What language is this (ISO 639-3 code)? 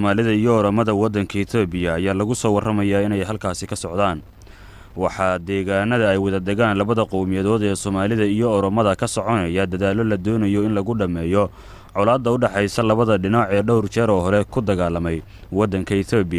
som